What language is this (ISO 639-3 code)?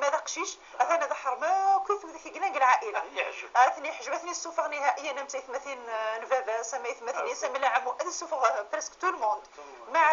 ary